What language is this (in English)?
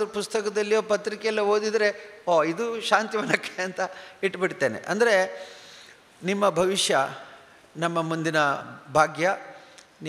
Kannada